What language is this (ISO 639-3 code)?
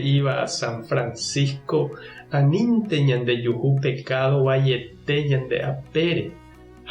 grn